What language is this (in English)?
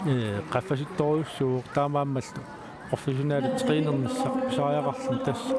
Kalaallisut